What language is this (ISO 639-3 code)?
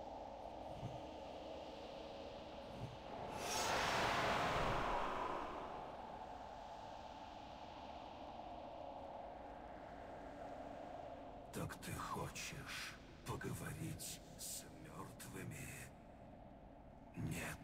rus